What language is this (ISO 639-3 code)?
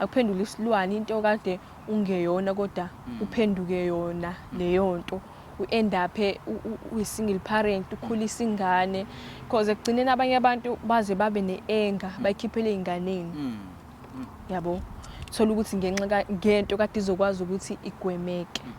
zul